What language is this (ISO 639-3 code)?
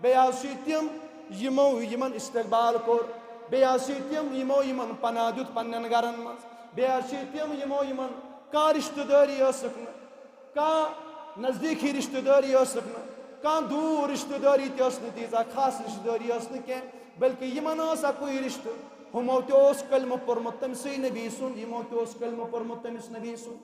kas